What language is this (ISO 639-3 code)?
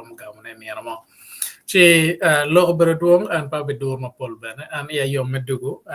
ach